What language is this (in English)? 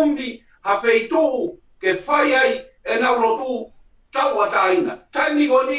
Tongan